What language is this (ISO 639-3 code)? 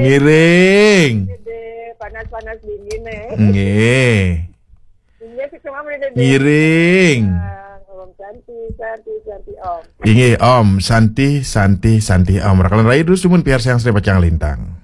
ban